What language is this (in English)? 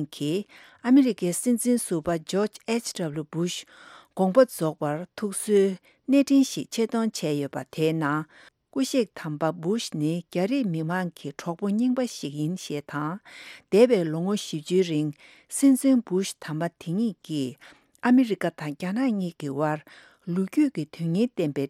Tibetan